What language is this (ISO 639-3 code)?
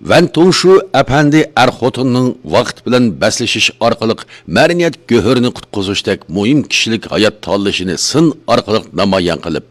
uig